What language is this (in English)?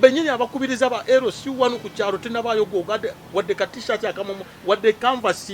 Ganda